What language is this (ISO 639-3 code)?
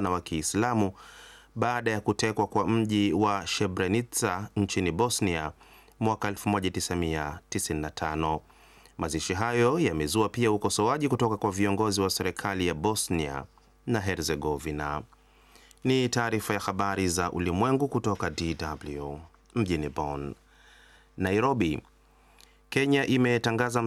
swa